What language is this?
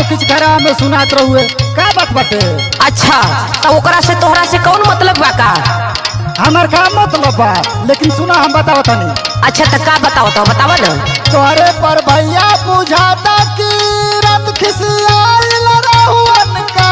Bhojpuri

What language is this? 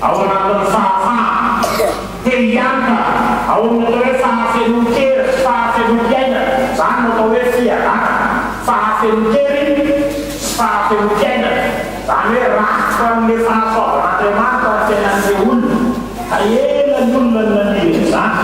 Malagasy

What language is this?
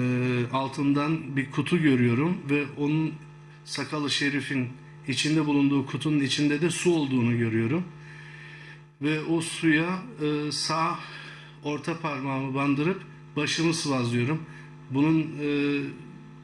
Turkish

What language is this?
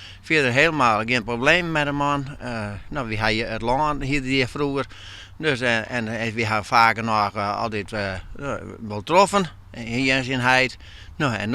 Western Frisian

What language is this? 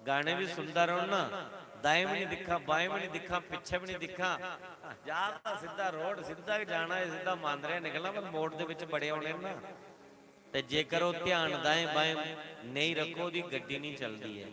Dogri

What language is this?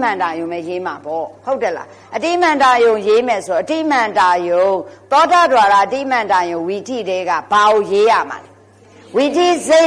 Burmese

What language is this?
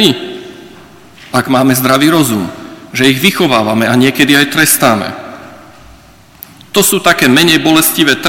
Slovak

